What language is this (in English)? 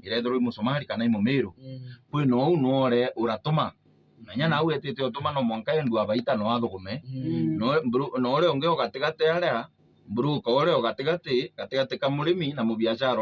Meru